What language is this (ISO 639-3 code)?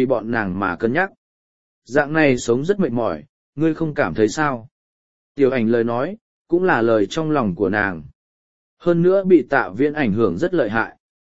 vie